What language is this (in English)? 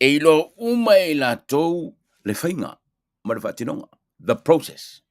Samoan